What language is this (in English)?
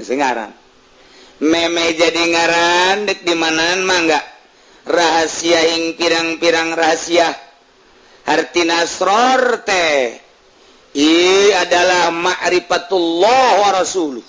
Sundanese